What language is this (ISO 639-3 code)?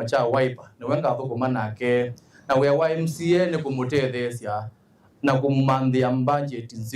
kam